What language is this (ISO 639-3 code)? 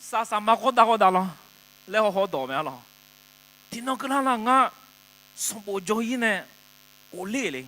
ahk